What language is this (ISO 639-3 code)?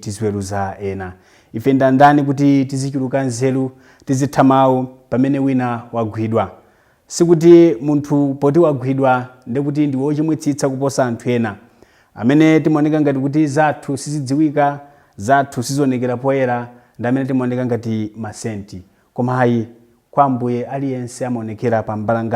nya